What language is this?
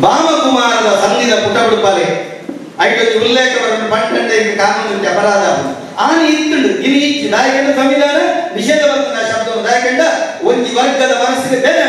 Tulu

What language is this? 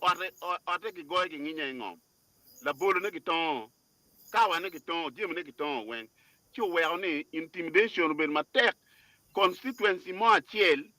Acoli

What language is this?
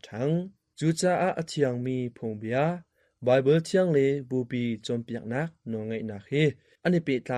Hakha Chin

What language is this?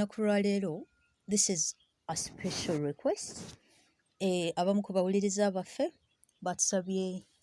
Ganda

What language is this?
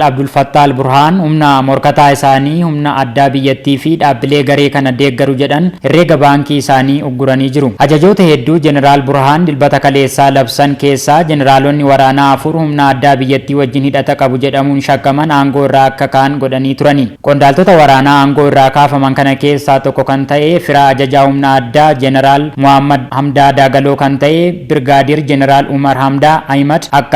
Oromo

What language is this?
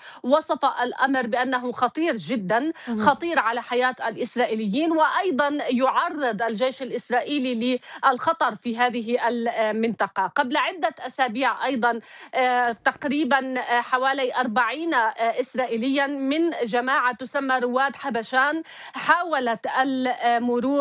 Arabic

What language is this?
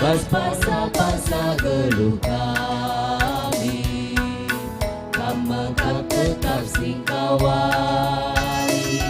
Batak Karo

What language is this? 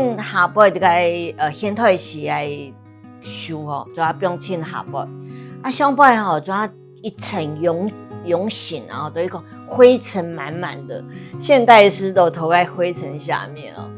Hakka Chinese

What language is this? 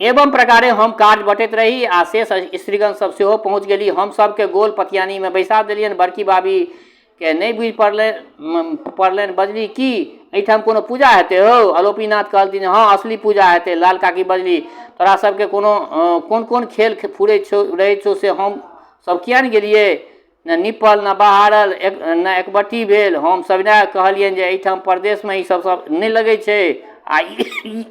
Maithili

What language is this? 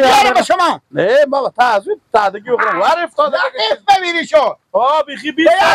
Persian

